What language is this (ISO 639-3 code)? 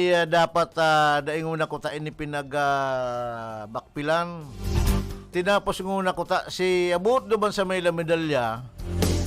bik